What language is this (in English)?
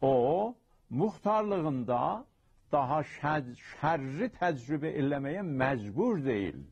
South Azerbaijani